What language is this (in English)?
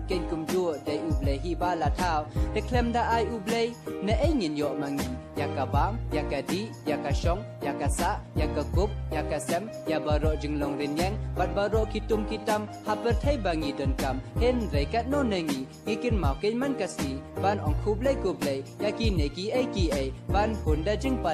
Khasi